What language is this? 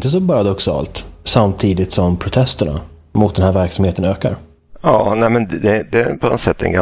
Swedish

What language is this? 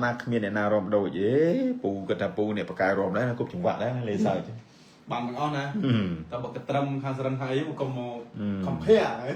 Khmer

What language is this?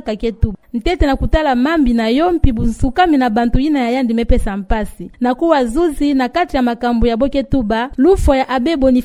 Kituba (Democratic Republic of Congo)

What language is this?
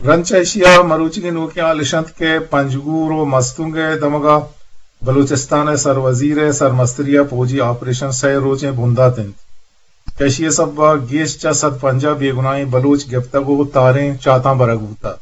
Eastern Balochi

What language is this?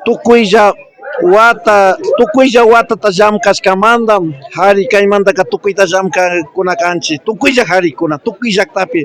Imbabura Highland Quichua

